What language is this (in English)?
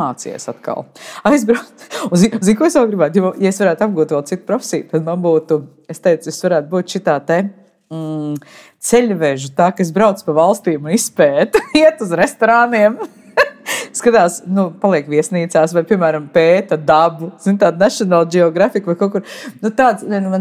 Latvian